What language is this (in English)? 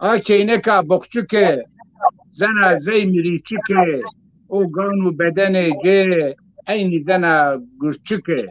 Zaza